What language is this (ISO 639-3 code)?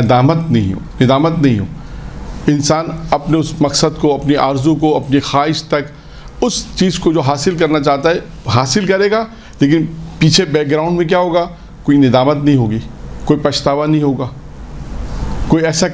urd